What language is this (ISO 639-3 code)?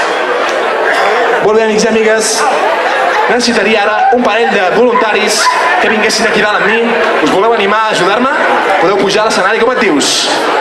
cat